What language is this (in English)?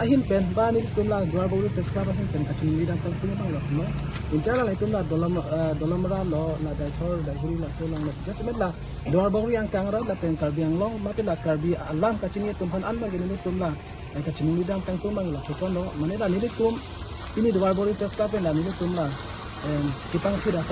Karbi